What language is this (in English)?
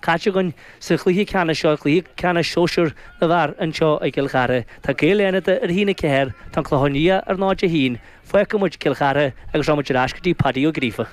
Irish